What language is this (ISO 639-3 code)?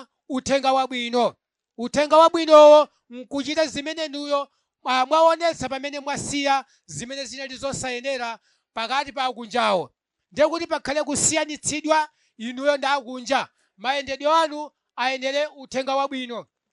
nya